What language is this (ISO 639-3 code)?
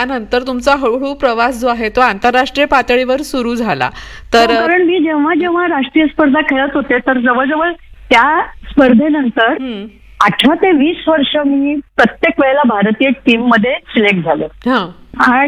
mar